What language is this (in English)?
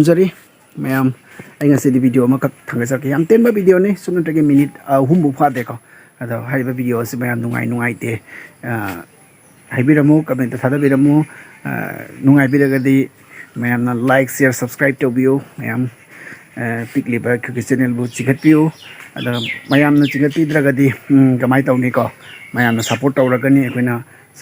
Manipuri